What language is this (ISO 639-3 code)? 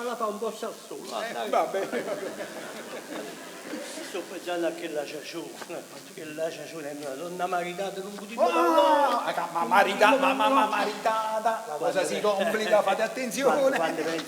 nap